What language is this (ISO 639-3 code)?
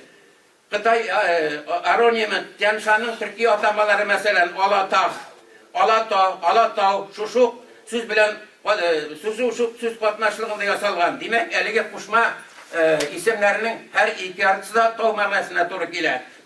tat